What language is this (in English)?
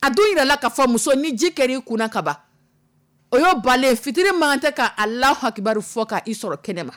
Dyula